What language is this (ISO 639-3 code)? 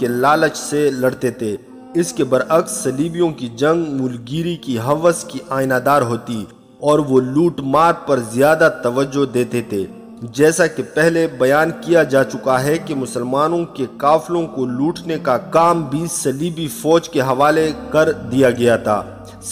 urd